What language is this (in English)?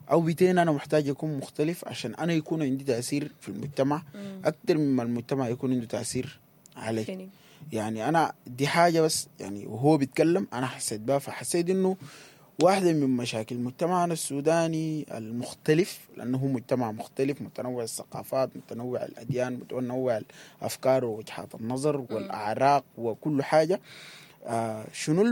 Sudanese Arabic